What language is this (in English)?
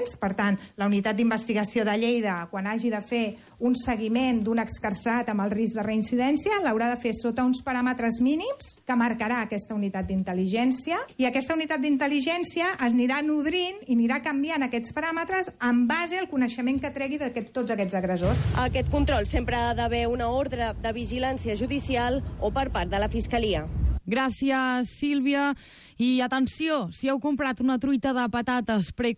Catalan